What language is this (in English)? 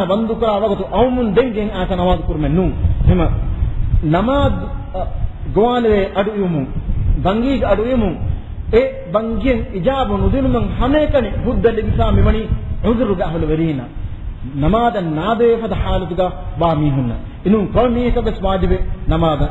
Divehi